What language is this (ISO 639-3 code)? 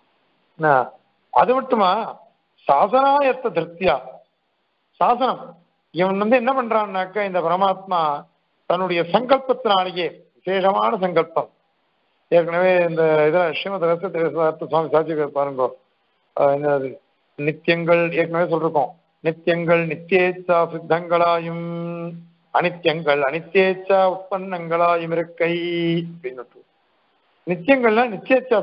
tam